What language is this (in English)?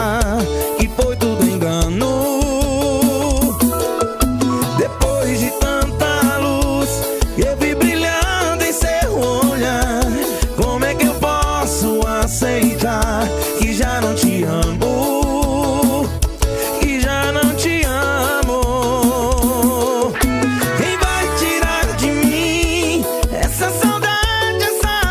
Portuguese